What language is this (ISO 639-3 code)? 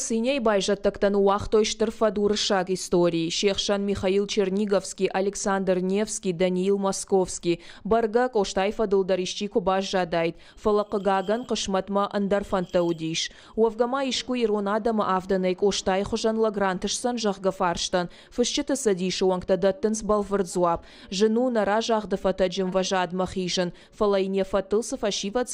oss